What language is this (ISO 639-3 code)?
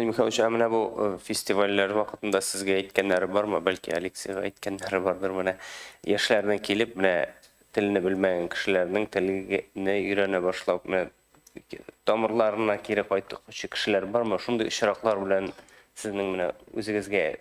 tat